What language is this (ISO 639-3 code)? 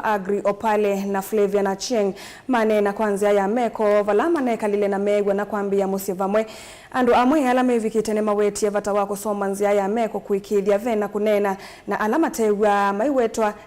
kam